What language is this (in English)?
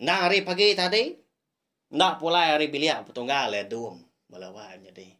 Iban